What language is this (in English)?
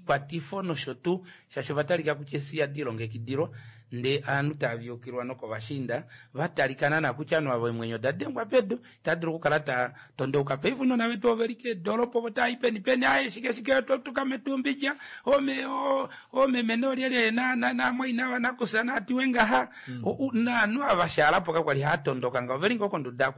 Kuanyama